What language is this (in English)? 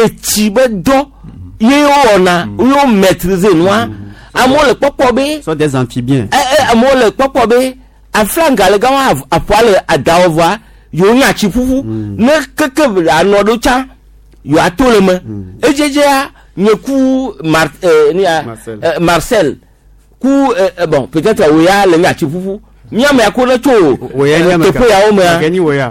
Gen